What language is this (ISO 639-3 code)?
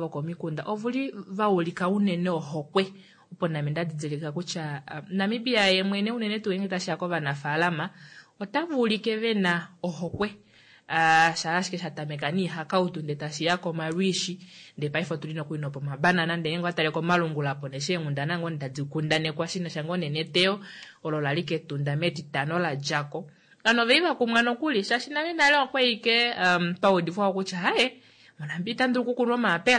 kua